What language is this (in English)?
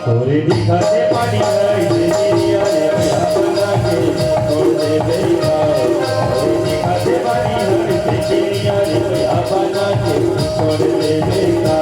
Chhattisgarhi